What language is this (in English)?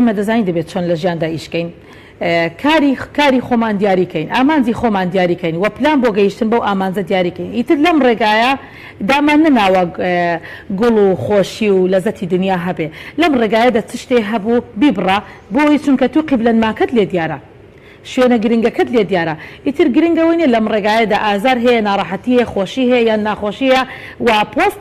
Central Kurdish